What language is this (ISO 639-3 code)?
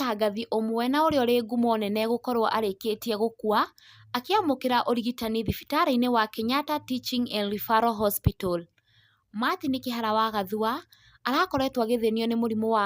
kik